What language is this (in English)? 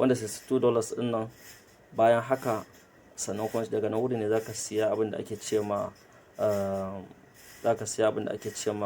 Hausa